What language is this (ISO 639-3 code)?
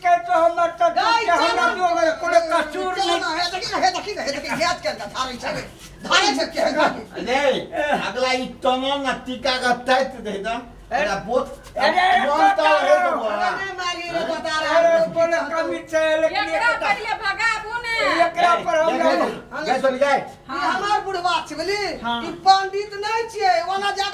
mai